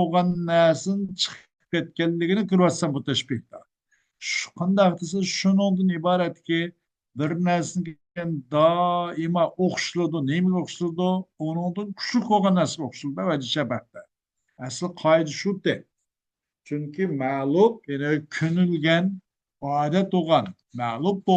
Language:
Uyghur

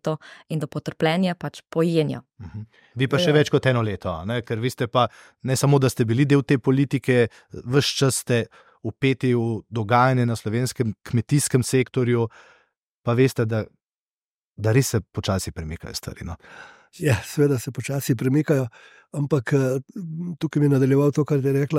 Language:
Slovenian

